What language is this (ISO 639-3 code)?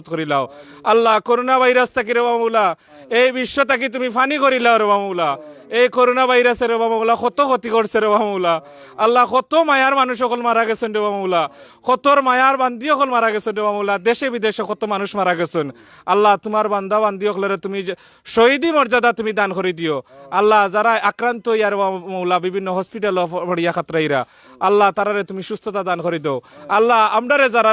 syl